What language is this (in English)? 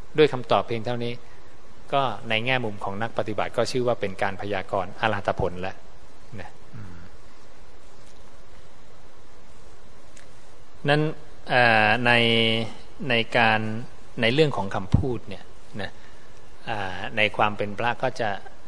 Thai